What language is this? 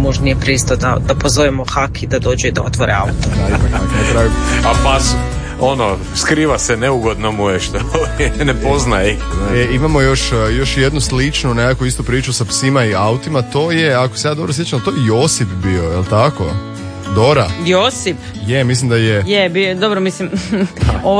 Croatian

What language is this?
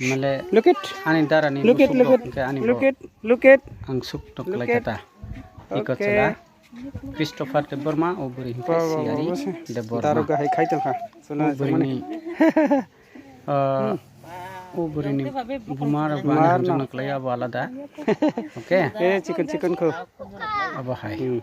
Kok Borok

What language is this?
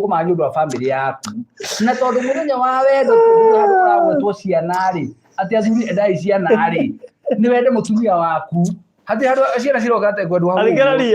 Kikuyu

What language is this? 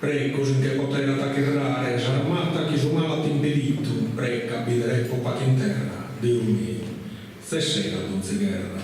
Sardinian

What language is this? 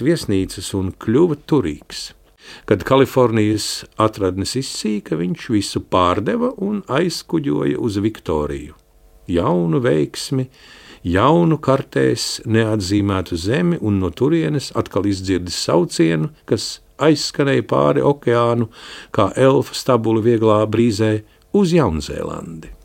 Latvian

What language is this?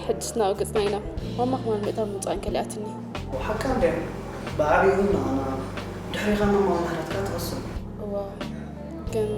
Tigrinya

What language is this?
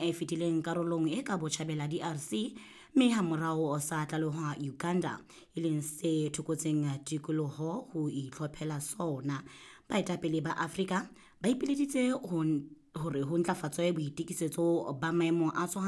Southern Sotho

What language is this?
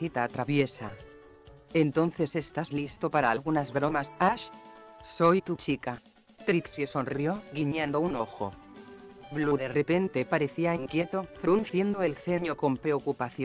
Spanish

